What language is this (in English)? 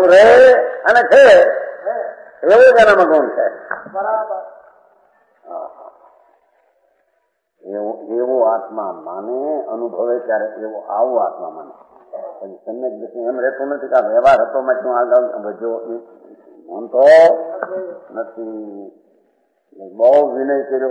Gujarati